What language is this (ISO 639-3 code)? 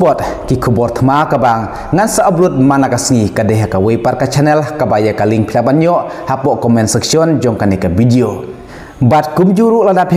kha